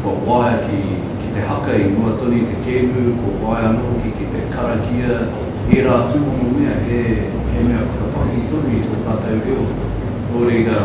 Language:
Māori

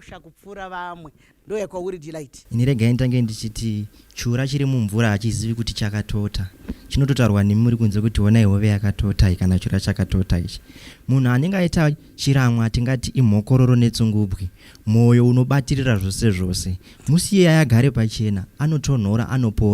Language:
Shona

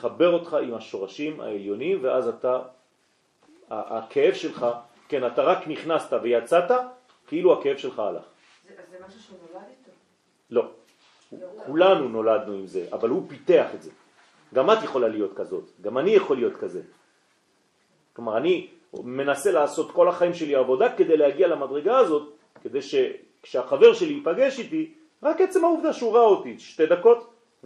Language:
Hebrew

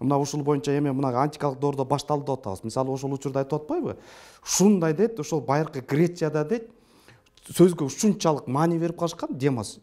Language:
Kyrgyz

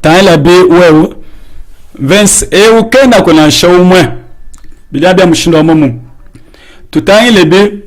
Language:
Luba-Lulua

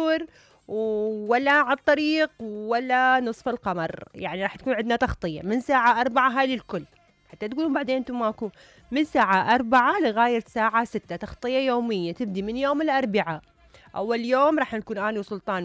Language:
Mesopotamian Arabic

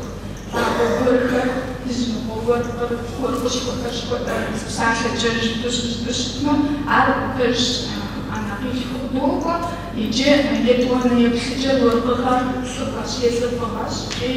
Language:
Kabardian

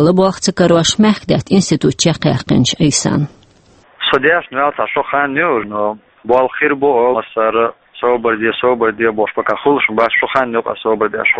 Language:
Chechen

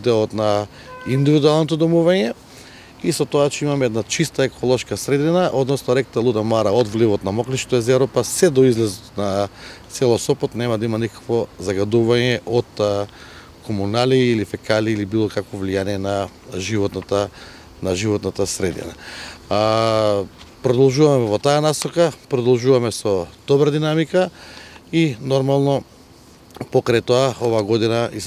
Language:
Macedonian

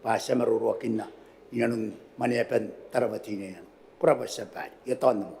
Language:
Gilbertese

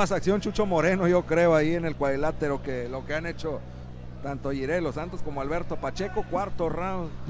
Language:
Spanish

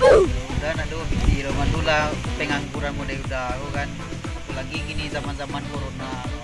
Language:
Minangkabau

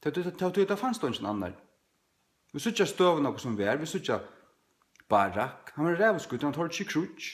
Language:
Faroese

